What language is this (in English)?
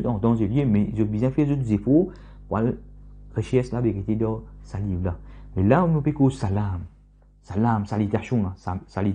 Morisyen